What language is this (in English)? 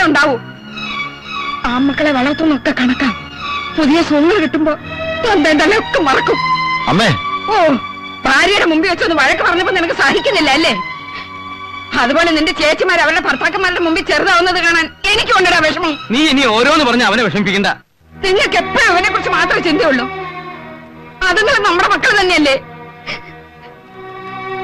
Malayalam